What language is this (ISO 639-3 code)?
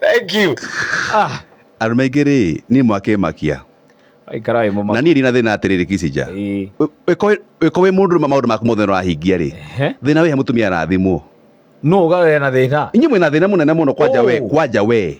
kik